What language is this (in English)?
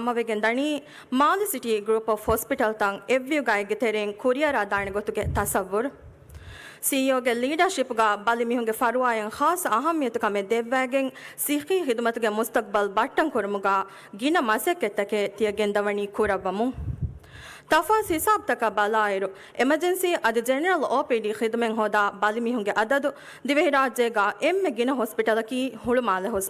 Divehi